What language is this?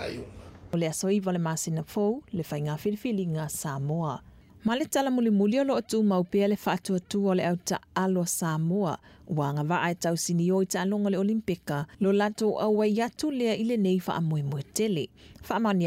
Samoan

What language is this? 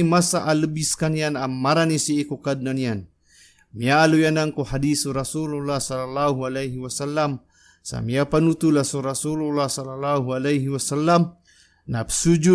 Maranao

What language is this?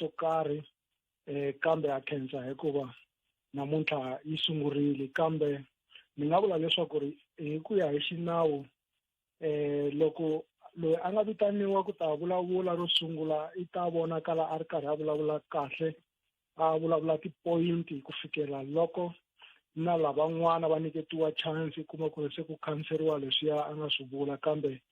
Tsonga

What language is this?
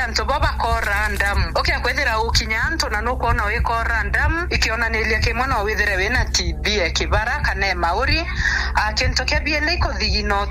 Meru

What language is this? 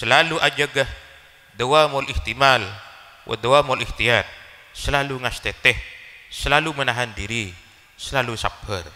Madurese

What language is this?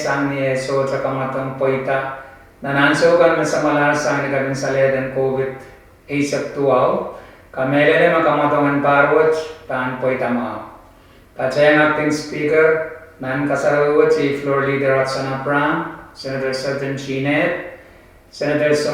Pohnpeian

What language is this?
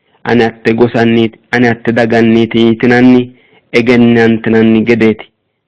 Sidamo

